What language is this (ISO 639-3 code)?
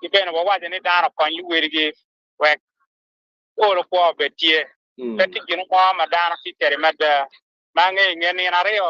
ach